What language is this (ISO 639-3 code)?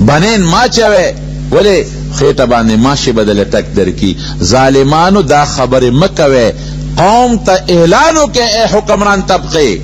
pus